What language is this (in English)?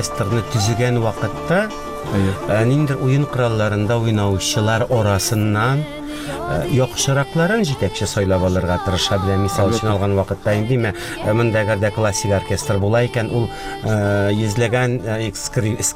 Tatar